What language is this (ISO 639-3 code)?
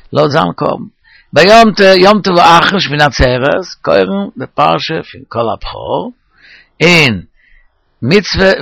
yid